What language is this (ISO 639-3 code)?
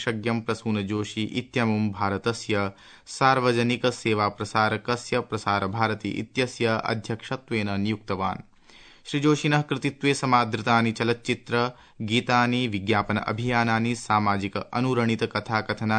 san